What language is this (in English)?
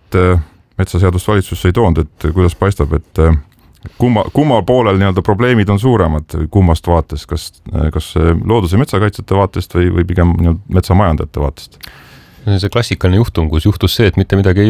Estonian